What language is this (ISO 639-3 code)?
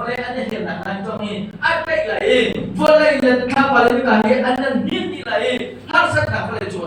cnh